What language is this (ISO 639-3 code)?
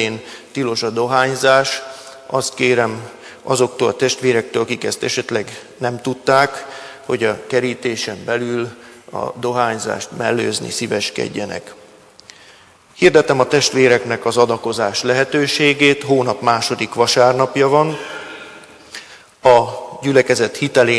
hun